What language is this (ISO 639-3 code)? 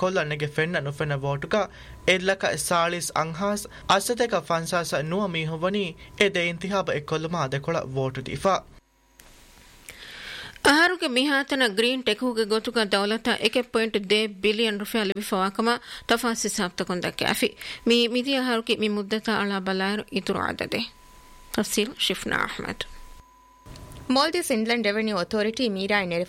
div